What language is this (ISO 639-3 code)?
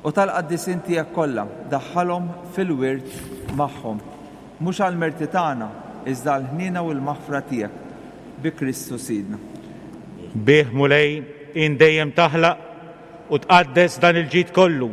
mlt